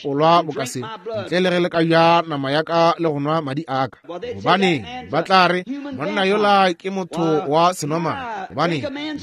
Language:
Northern Sotho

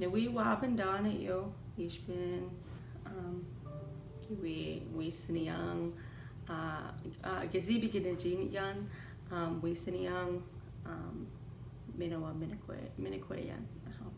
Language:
Chippewa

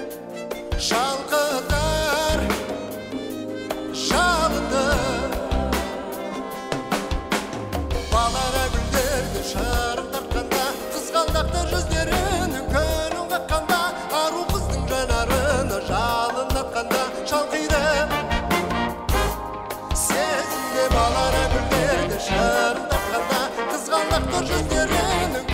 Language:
Kazakh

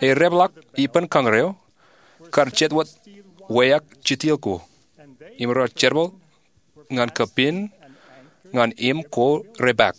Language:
Marshallese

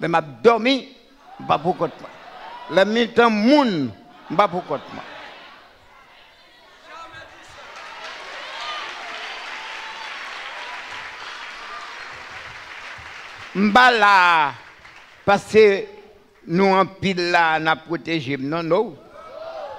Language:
French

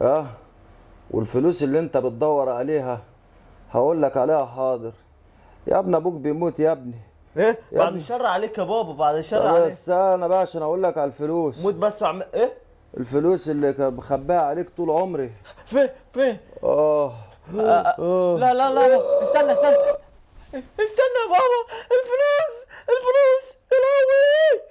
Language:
Egyptian Arabic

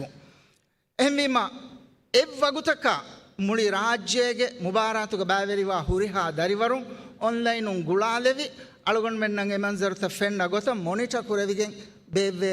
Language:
Divehi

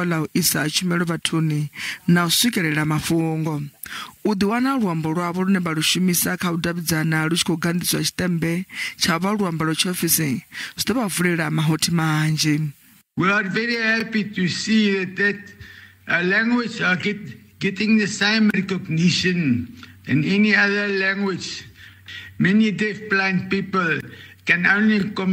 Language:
Venda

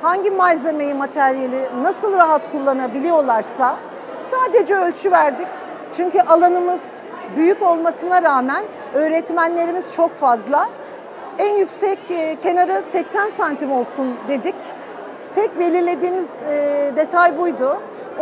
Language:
Turkish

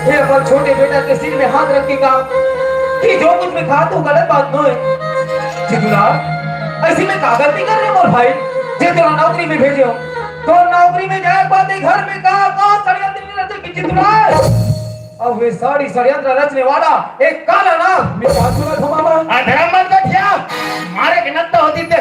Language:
Chhattisgarhi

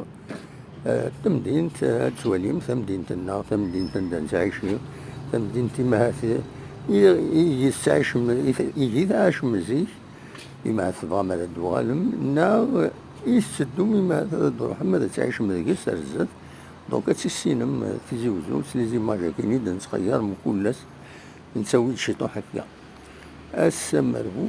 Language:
Kabyle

